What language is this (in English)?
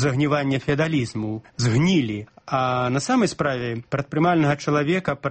Belarusian